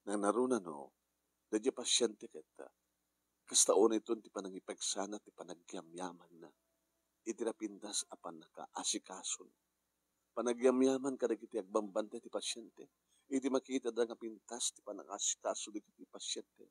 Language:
Iloko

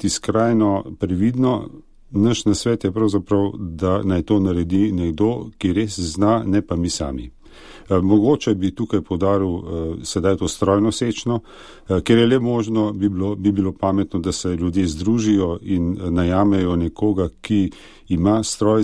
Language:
Slovenian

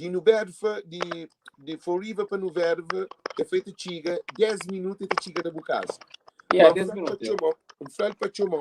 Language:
Kabuverdianu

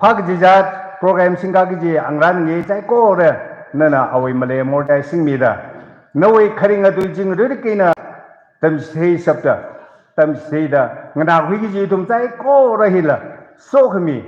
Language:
Tangkhul Naga (India)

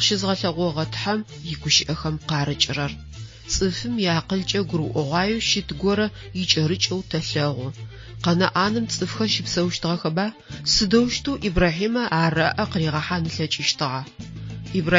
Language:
Adyghe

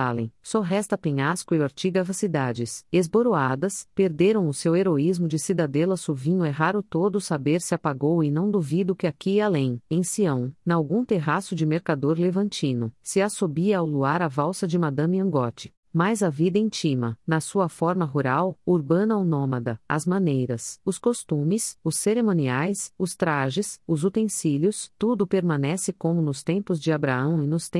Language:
Portuguese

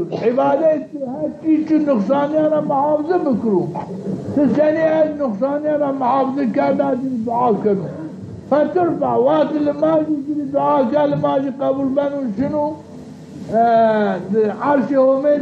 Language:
Zaza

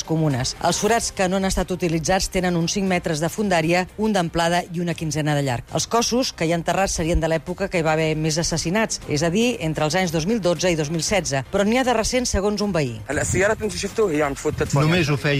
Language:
Catalan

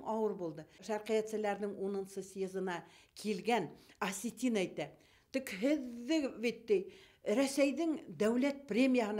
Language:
Bashkir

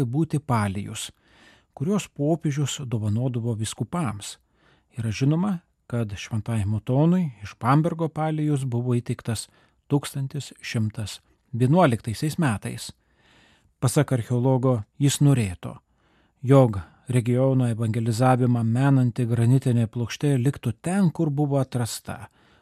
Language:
Lithuanian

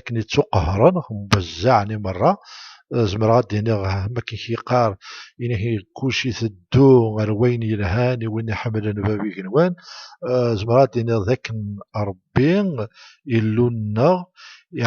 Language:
Kabyle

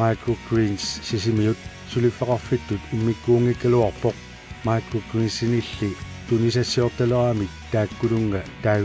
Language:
Kalaallisut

